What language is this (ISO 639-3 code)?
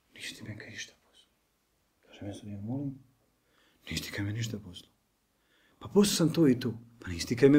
bos